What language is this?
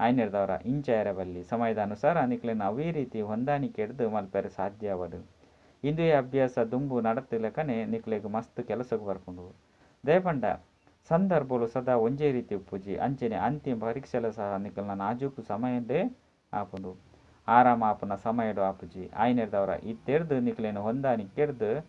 Tulu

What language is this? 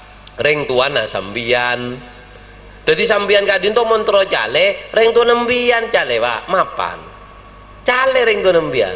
Madurese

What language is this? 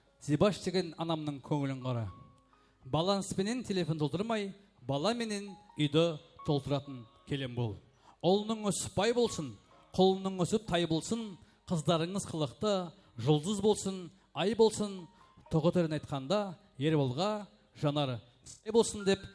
Kara-Kalpak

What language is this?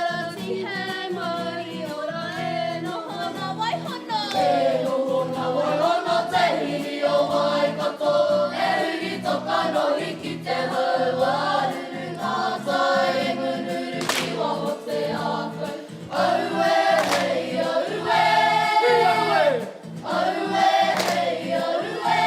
Māori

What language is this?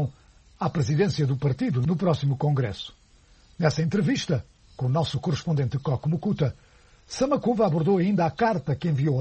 Portuguese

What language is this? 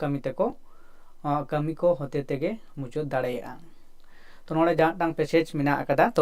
Santali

